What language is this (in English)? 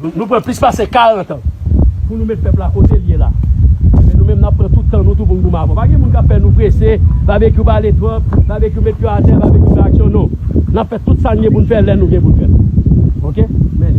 Haitian Creole